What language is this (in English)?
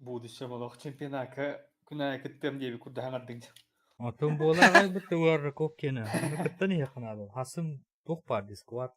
Yakut